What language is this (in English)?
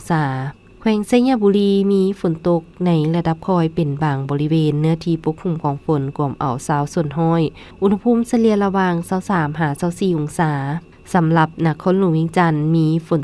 Lao